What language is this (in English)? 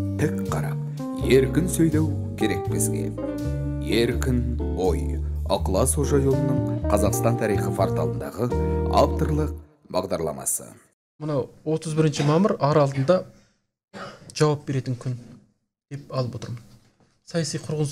Kazakh